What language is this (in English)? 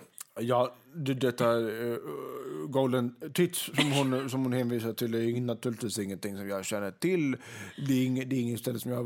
Swedish